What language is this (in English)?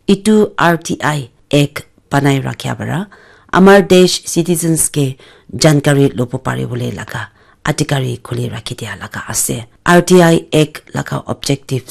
Naga Pidgin